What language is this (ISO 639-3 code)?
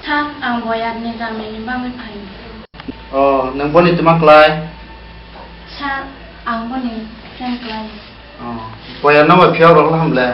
trp